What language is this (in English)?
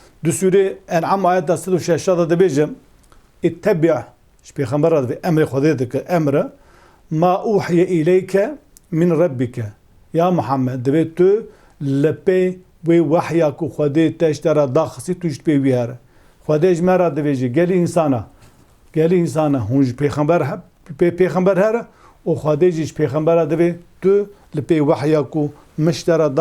Kurdish